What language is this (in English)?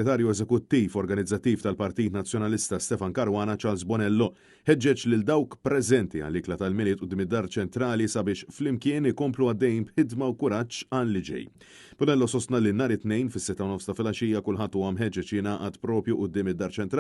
Maltese